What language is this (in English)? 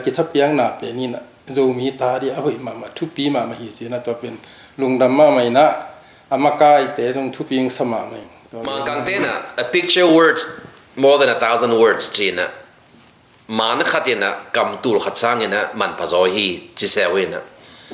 Tedim Chin